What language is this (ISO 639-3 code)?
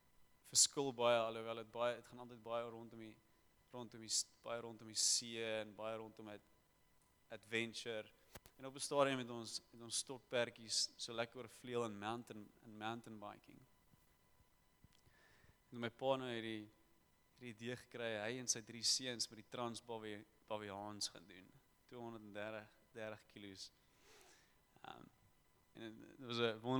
afr